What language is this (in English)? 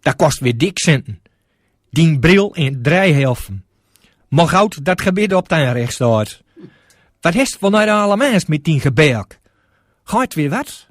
Gronings